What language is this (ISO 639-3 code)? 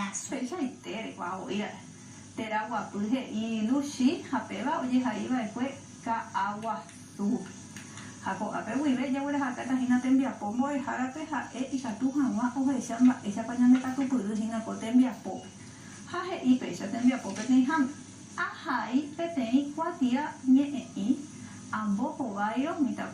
grn